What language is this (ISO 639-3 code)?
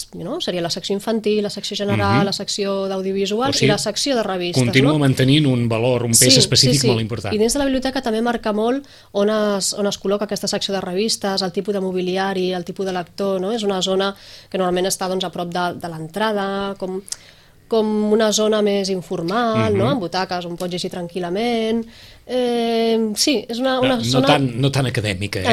cat